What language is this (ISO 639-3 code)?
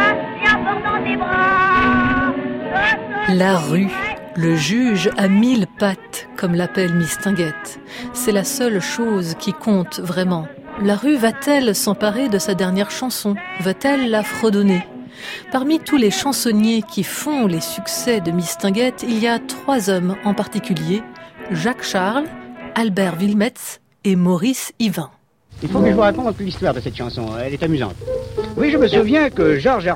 fra